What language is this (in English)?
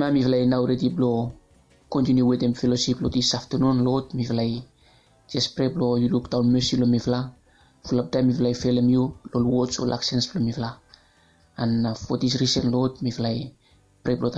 Bislama